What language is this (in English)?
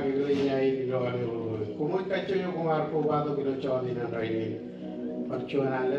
Marshallese